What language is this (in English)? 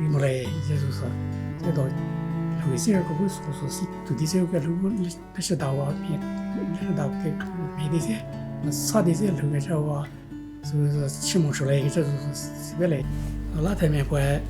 Angami Naga